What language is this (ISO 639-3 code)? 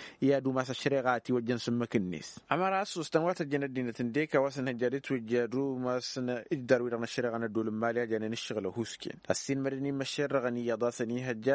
taq